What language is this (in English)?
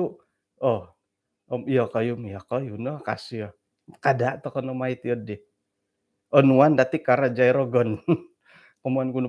Central Dusun